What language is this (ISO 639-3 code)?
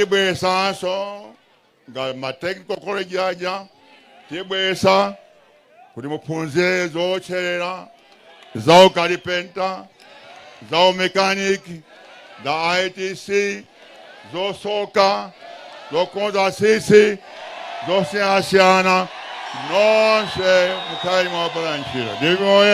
nya